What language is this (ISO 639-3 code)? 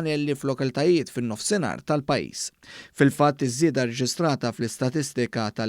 mlt